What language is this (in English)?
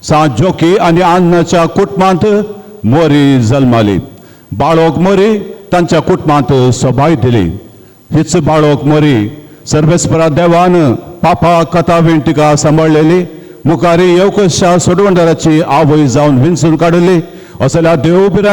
Konkani